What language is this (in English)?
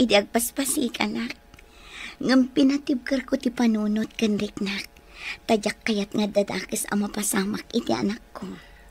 Iloko